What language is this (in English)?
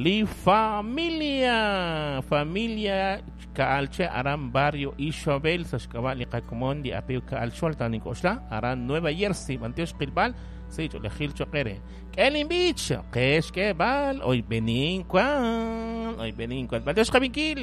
Kekchí